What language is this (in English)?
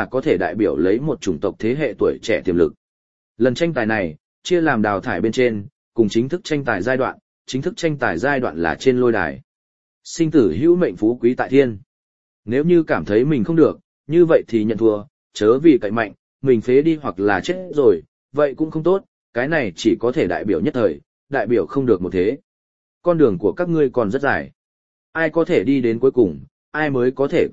Vietnamese